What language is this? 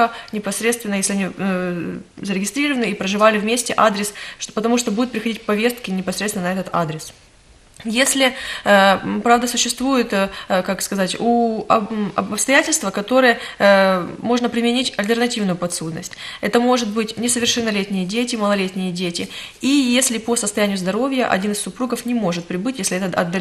Russian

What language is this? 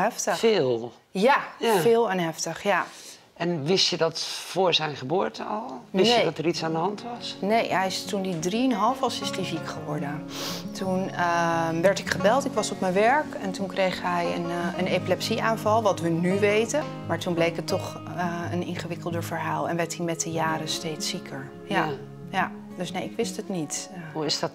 Dutch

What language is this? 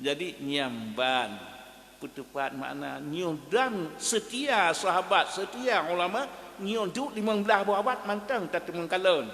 Achinese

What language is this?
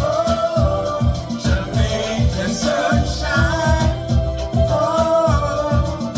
Jamaican Creole English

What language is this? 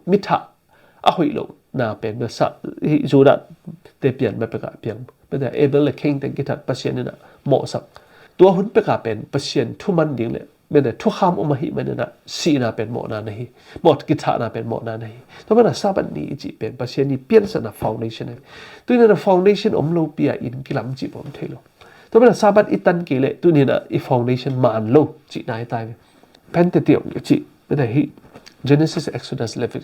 Tedim Chin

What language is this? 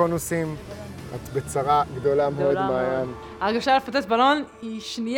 Hebrew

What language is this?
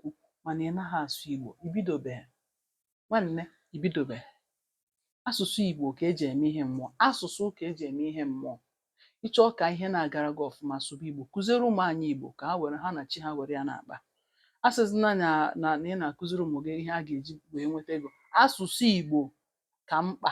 Igbo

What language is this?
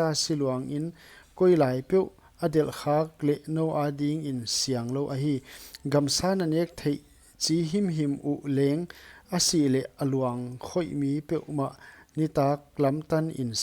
Paite Chin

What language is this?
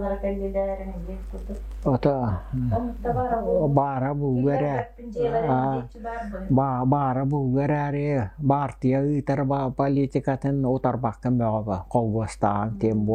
Yakut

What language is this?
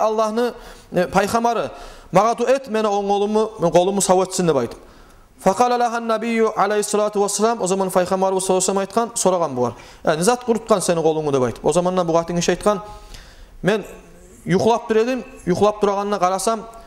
Kumyk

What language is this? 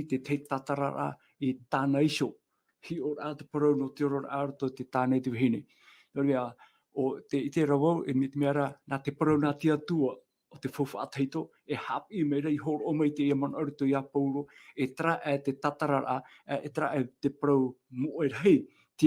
Tahitian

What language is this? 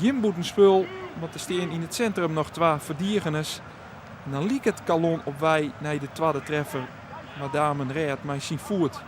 Western Frisian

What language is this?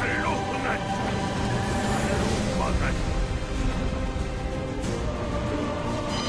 Korean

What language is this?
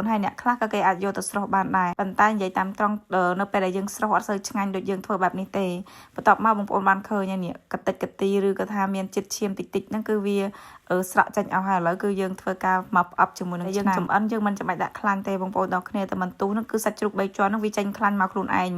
Khmer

